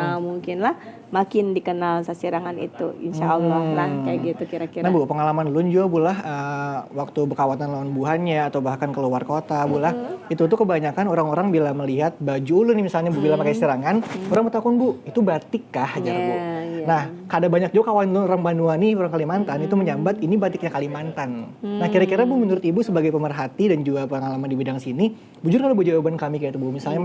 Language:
Banjar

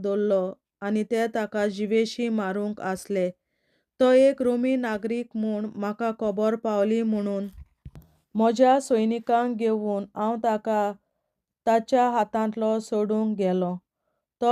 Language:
Konkani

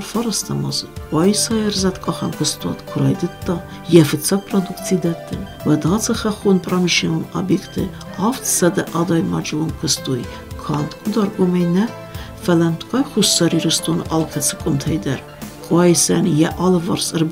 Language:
Ossetic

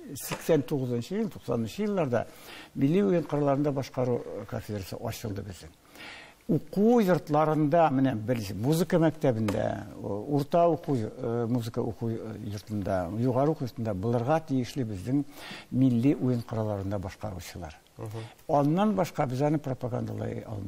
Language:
Tatar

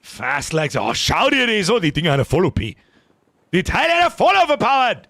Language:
Bavarian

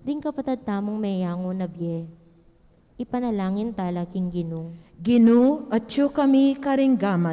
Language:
Pampanga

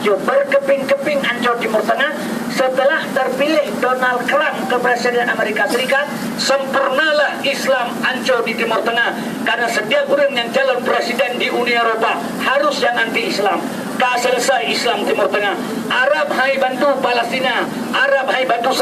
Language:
Achinese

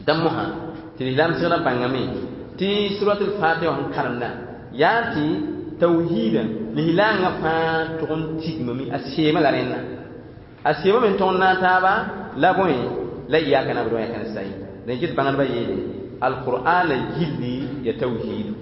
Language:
Mossi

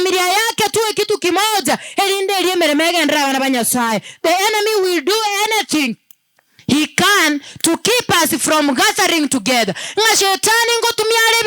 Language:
Gusii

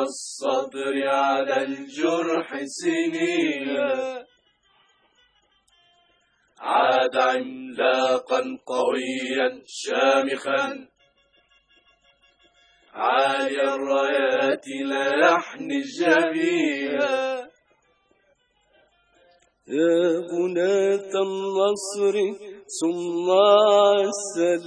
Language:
Arabic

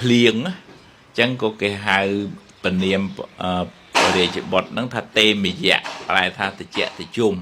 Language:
Khmer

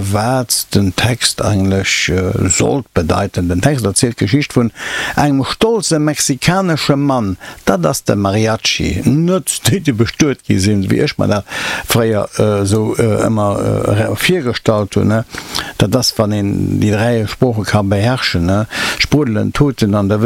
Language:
Luxembourgish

